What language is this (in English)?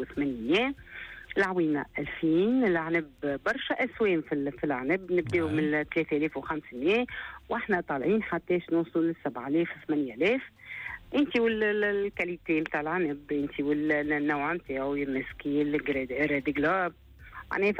Tunisian Arabic